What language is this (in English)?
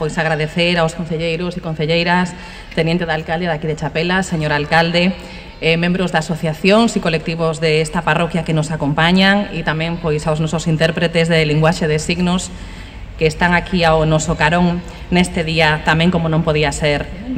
Galician